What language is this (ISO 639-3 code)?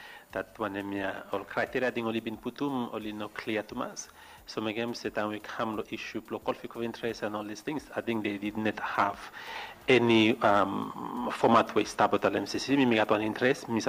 bis